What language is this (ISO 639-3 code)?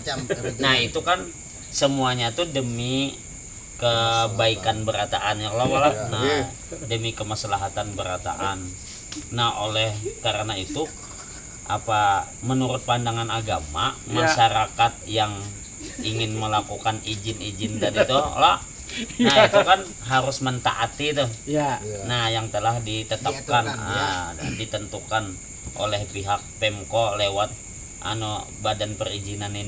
bjn